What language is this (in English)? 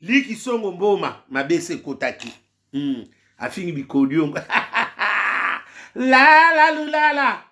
Lingala